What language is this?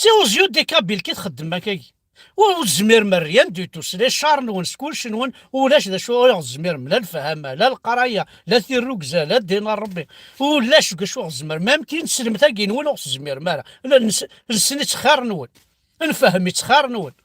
Kabyle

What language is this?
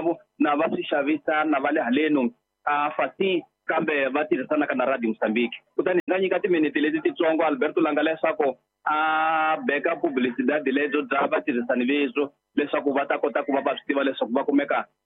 Tsonga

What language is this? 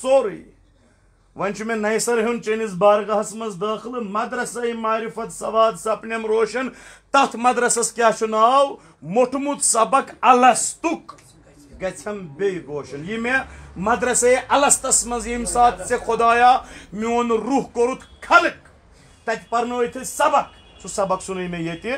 Kashmiri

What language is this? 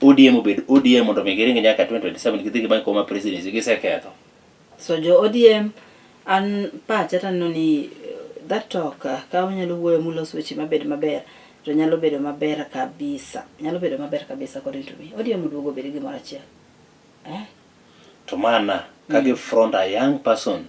Luo (Kenya and Tanzania)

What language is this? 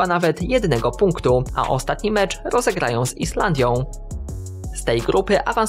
Polish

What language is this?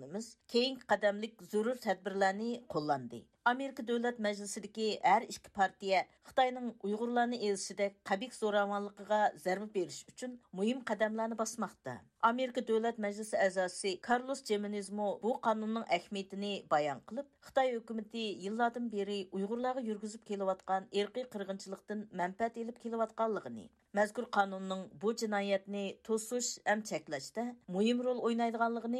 Uyghur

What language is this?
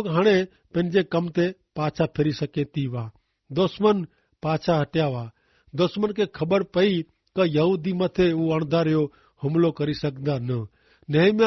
Kachhi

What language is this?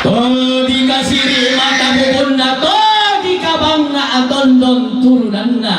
Toraja-Sa'dan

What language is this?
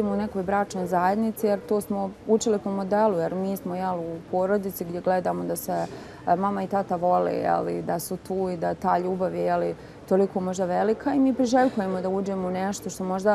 Bosnian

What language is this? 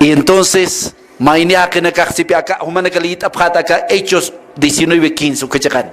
Aymara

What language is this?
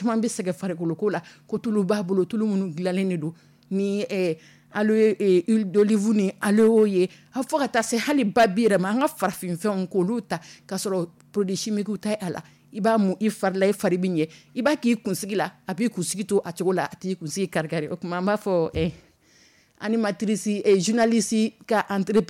Dyula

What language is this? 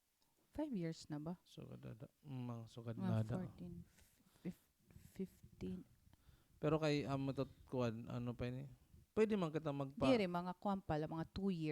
Waray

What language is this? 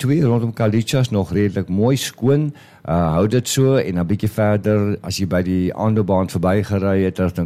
Afrikaans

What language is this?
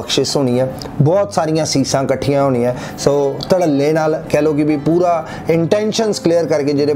Punjabi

